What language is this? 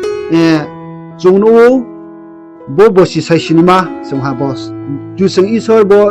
Riang (India)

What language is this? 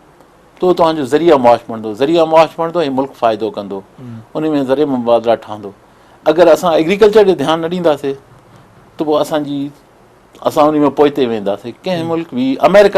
Sindhi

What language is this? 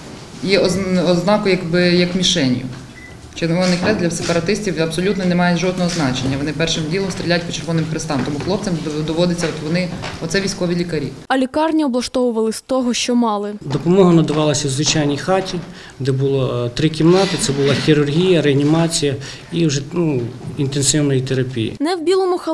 Ukrainian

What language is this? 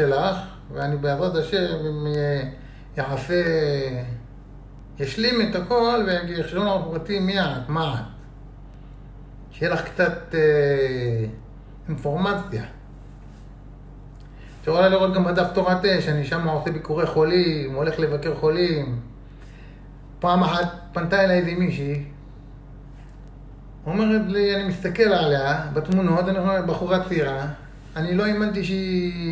Hebrew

